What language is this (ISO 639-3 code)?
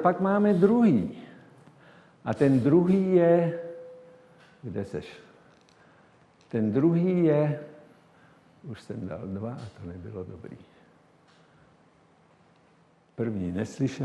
ces